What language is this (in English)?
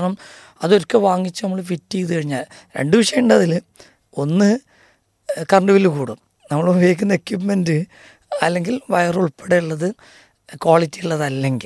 Malayalam